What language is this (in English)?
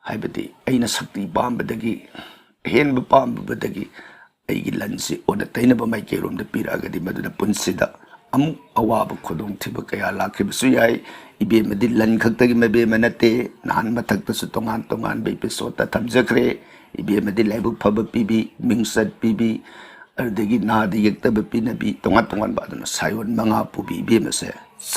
Manipuri